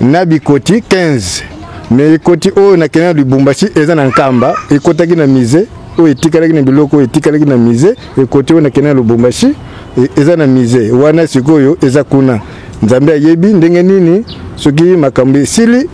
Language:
Lingala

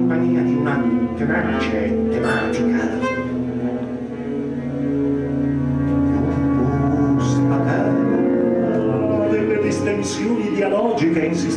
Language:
Italian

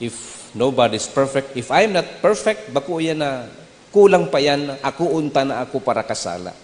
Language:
Bikol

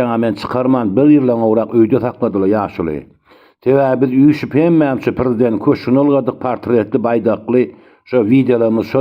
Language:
Turkmen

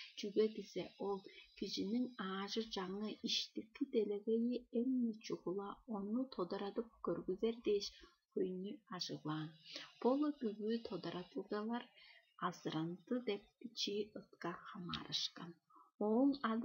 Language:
Tuvinian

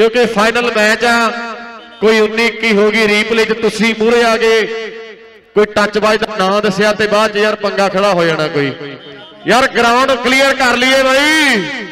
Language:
Punjabi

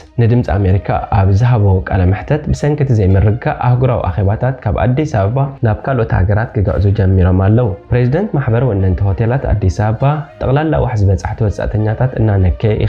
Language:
Tigrinya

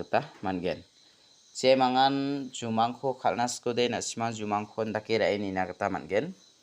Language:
Garo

